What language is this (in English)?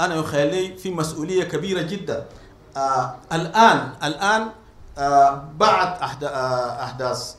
Sudanese Arabic